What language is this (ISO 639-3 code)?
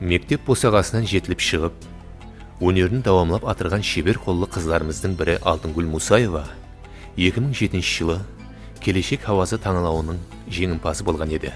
kaa